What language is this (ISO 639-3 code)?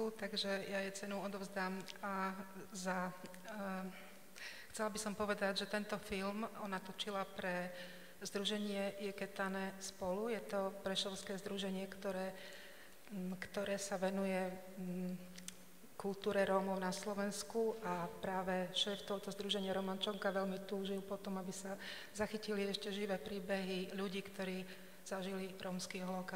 slk